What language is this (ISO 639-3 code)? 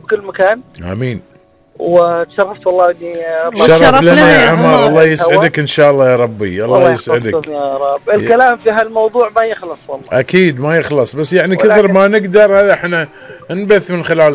afb